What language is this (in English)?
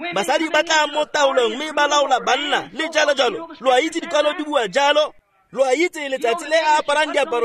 Tswana